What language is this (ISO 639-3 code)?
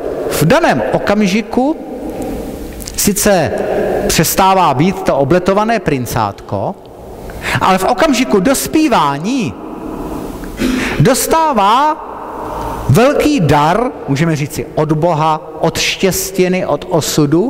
ces